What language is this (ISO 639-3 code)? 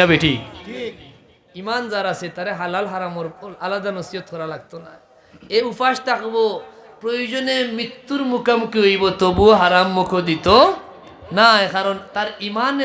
syl